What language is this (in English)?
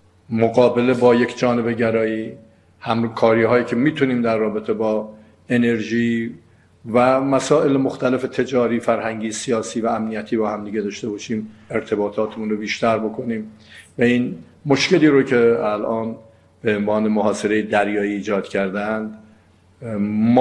Persian